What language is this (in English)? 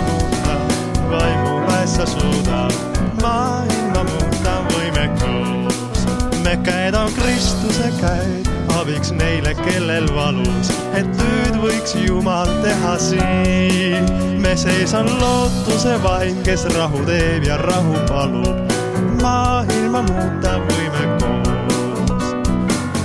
Estonian